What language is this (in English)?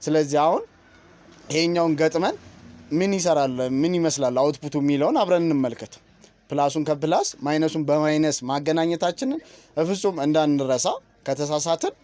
Amharic